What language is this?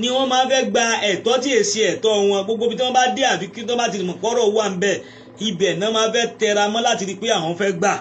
Yoruba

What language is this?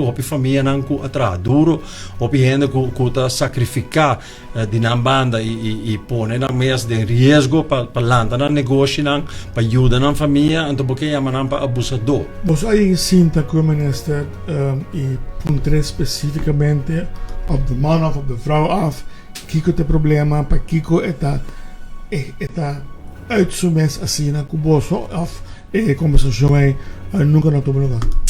Papiamento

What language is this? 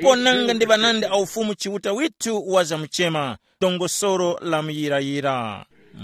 Tumbuka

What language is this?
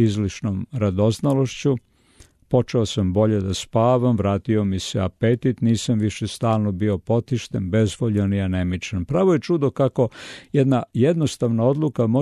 Serbian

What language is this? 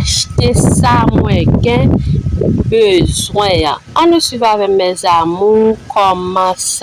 Haitian Creole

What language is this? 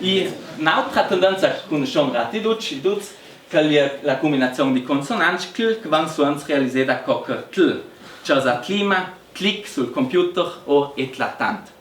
Ladin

